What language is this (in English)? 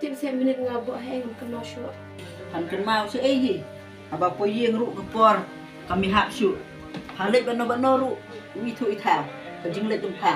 Khasi